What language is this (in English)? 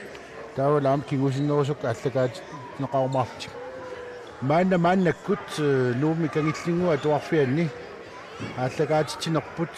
Kalaallisut